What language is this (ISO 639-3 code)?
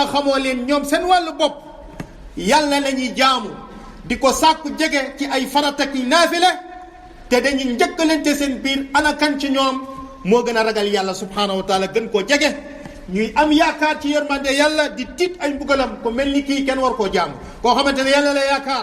wol